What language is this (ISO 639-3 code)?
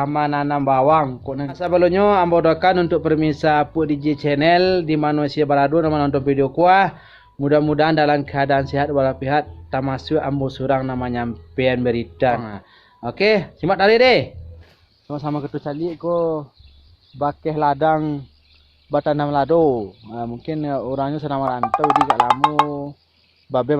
min